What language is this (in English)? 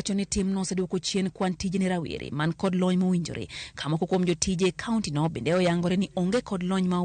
Luo (Kenya and Tanzania)